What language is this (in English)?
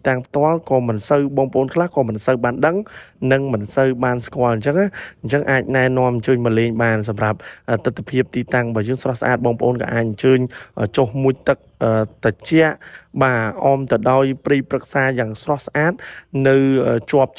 Khmer